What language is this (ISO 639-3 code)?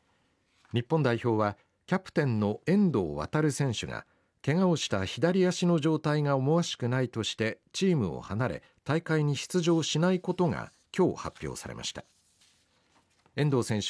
jpn